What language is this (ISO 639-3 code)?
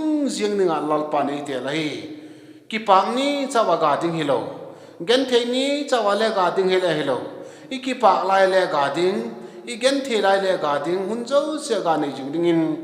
vap